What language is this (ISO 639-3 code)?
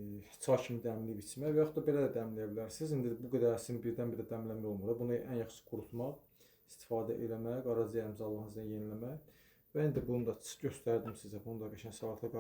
aze